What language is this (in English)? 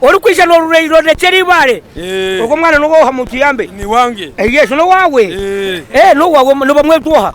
Nyankole